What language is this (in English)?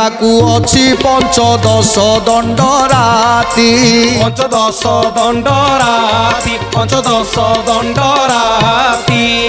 Odia